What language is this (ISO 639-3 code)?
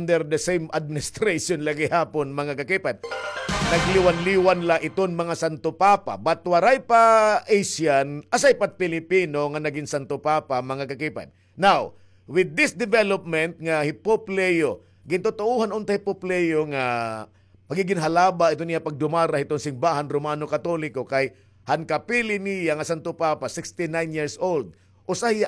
war